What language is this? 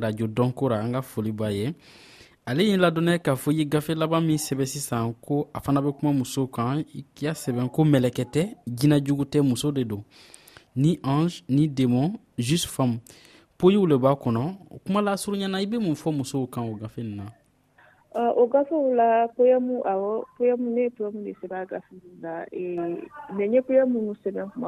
Dyula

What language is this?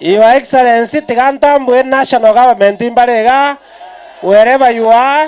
Gusii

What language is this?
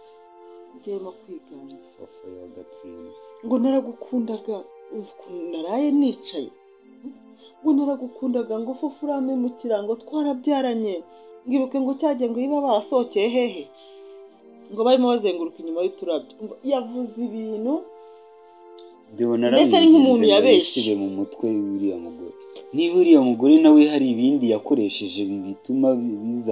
Kinyarwanda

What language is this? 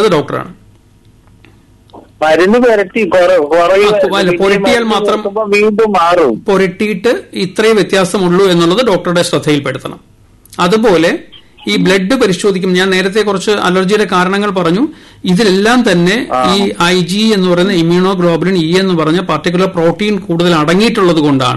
Malayalam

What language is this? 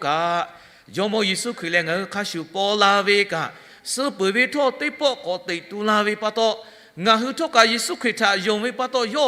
Lahu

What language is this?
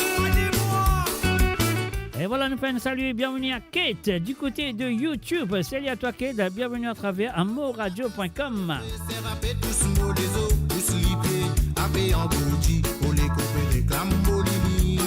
Morisyen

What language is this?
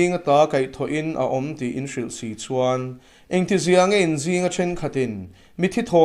Mizo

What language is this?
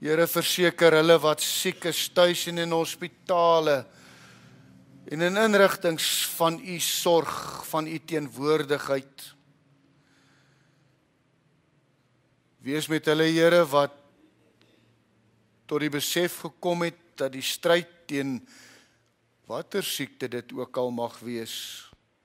Afrikaans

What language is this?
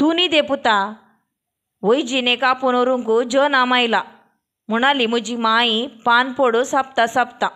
Konkani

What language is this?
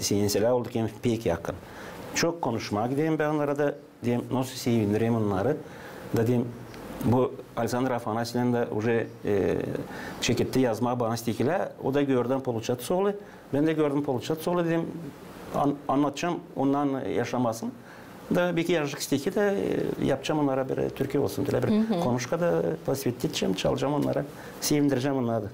Gagauz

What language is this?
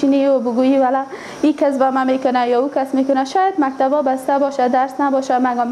Pashto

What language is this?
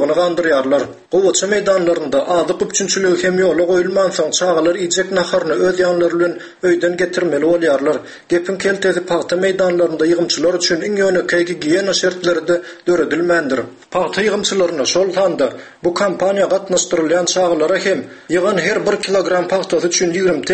Turkmen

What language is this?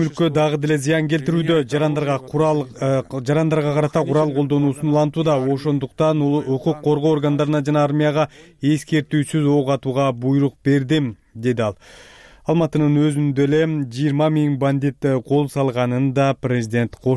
Kyrgyz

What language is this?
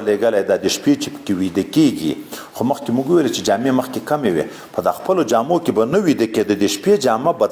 Pashto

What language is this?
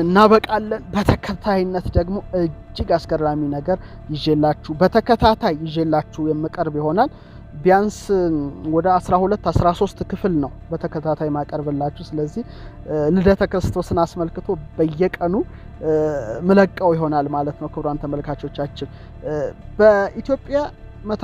Amharic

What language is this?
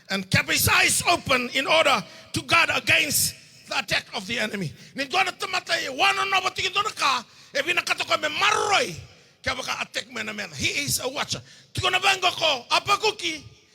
Fijian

